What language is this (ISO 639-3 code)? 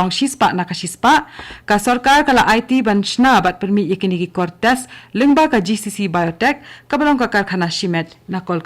kha